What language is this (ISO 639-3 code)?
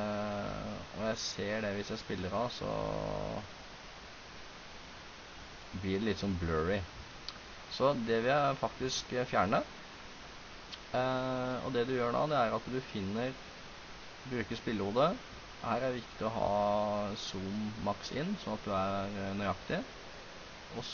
nor